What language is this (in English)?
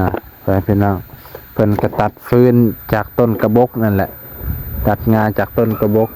Lao